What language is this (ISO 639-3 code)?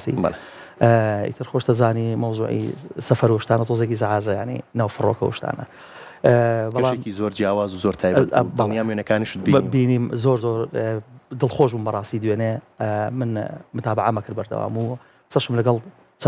ckb